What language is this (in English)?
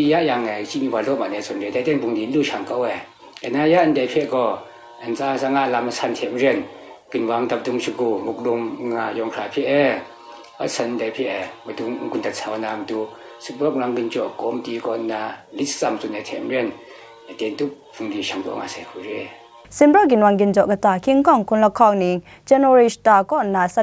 Kachin